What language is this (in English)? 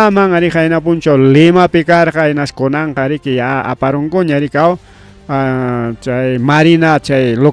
Ayacucho Quechua